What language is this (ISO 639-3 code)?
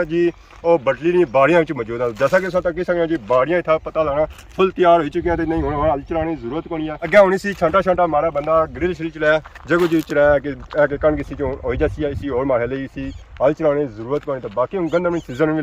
phr